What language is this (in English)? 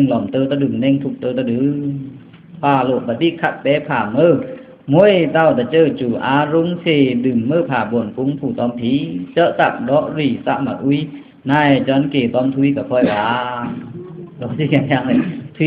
Pa'o Karen